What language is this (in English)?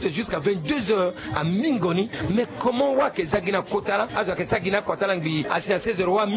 Sango